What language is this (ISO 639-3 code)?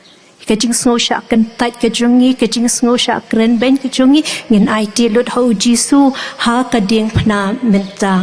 kha